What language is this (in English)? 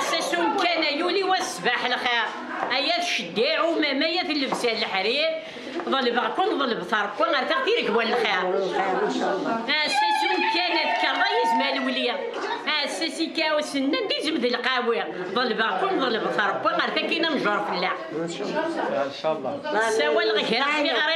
Kabyle